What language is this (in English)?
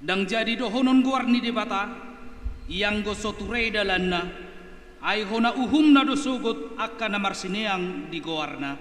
Batak Toba